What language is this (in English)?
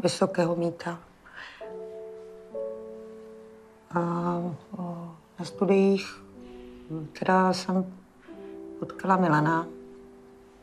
Czech